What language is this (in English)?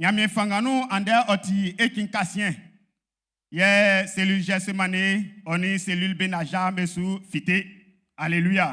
Baoulé